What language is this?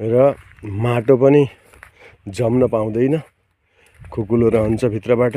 Nepali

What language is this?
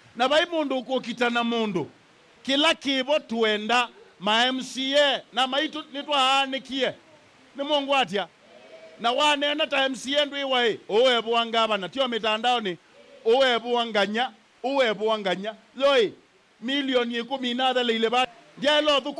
Kamba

